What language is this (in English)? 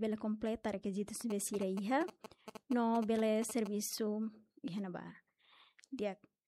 Tetum